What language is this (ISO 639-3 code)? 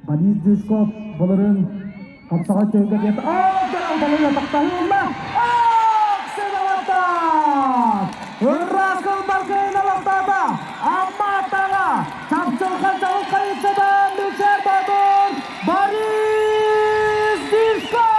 sah